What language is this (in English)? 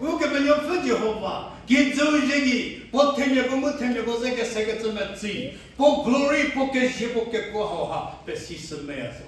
Angami Naga